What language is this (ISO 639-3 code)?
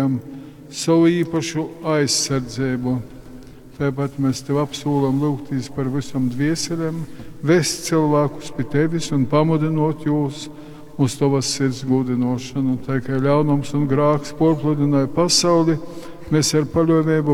ltg